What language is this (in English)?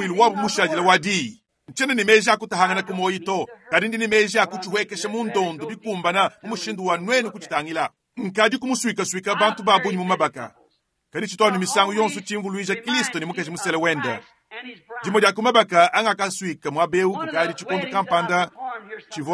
Luba-Lulua